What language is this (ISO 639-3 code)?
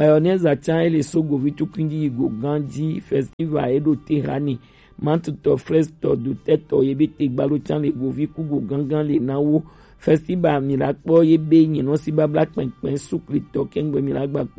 gej